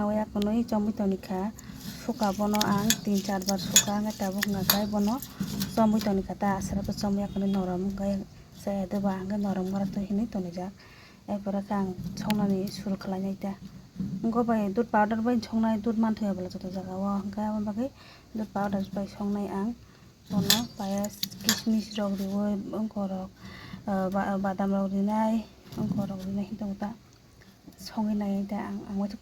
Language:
Kok Borok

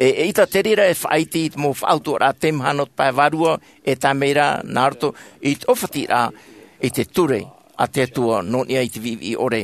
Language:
Tahitian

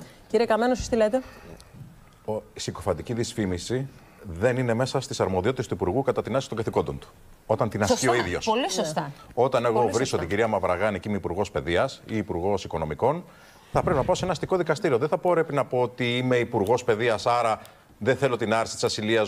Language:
Greek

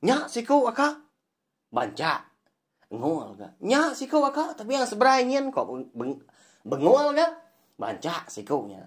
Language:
Iban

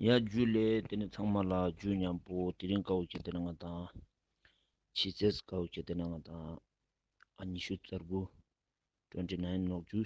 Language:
Ladakhi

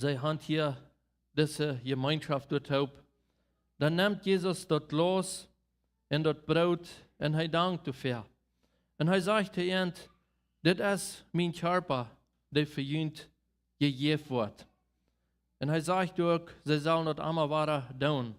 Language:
Plautdietsch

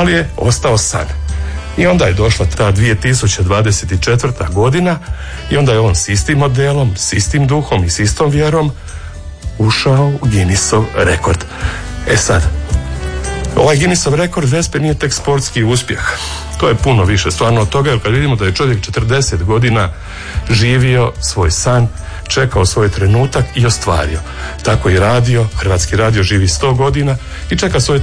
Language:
Croatian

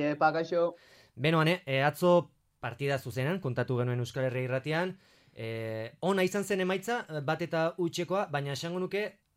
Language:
Basque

